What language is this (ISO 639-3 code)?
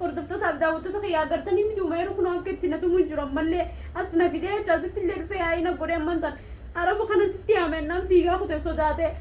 orm